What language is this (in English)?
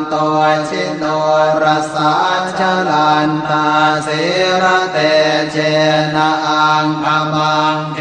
Pali